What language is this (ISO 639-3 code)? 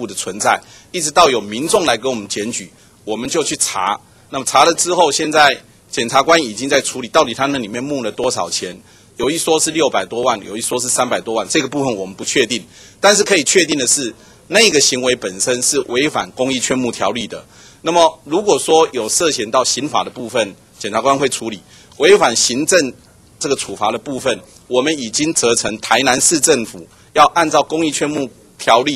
zho